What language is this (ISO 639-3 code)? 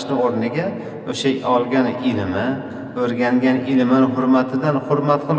uzb